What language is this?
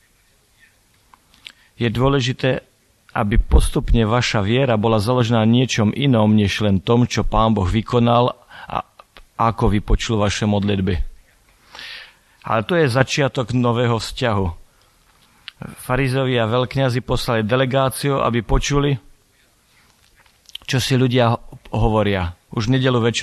Slovak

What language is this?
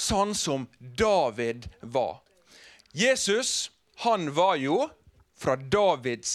Norwegian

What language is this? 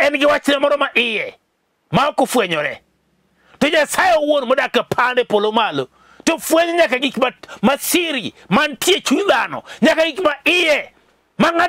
Luo (Kenya and Tanzania)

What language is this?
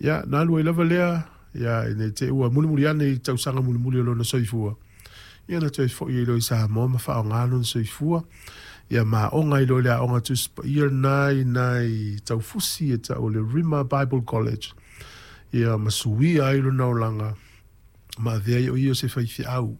Samoan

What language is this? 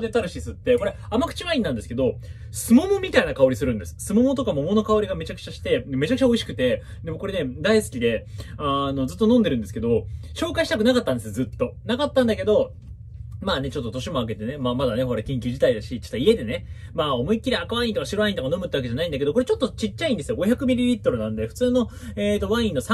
Japanese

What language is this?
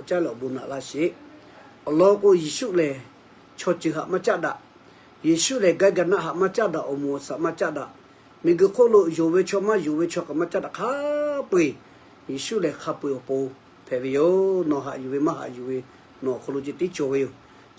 Lahu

